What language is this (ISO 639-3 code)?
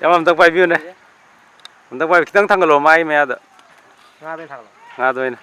mni